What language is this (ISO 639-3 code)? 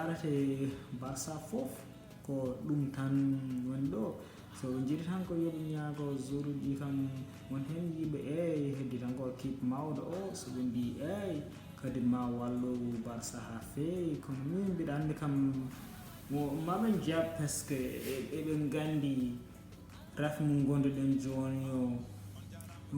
ful